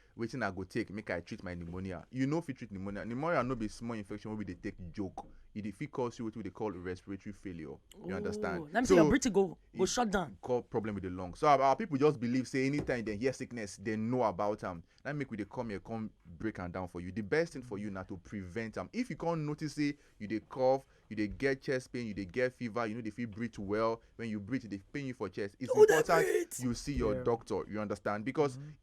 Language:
Nigerian Pidgin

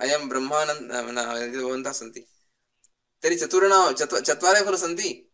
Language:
Sanskrit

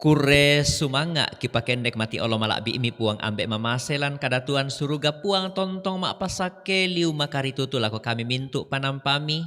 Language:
Toraja-Sa'dan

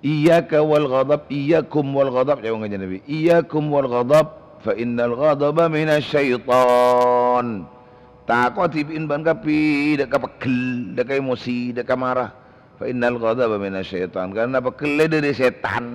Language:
Madurese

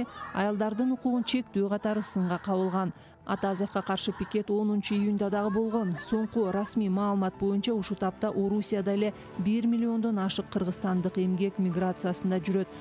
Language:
Kyrgyz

